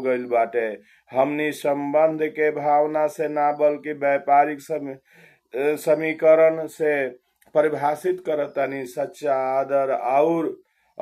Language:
Bhojpuri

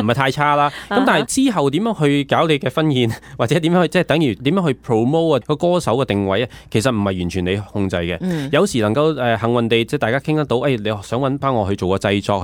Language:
Cantonese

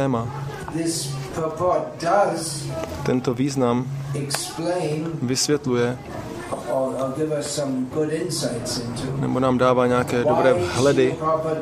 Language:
Czech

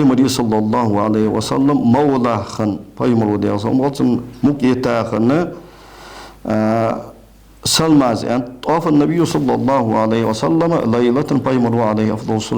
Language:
Ingush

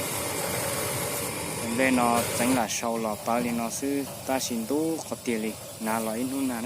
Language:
Hmong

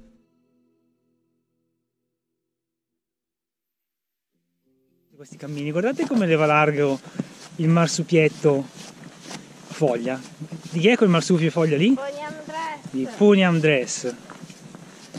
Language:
Italian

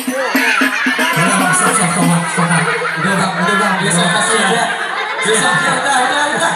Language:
Betawi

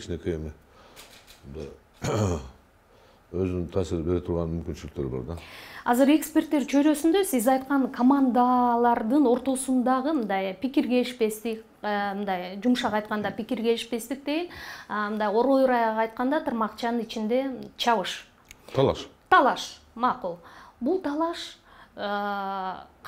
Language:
Kyrgyz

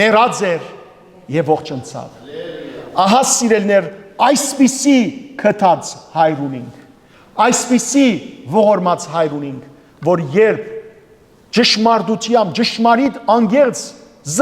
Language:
Western Armenian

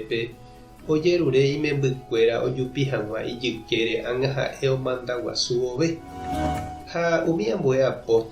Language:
Guarani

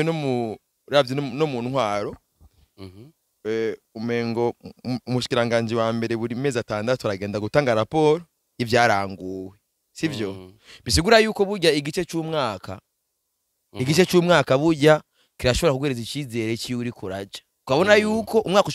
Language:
Rundi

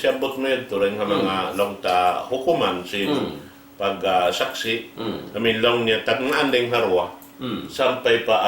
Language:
Tausug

